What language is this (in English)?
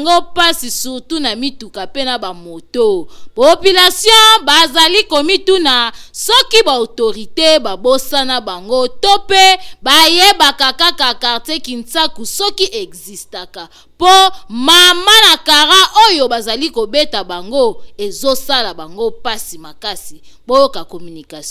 Lingala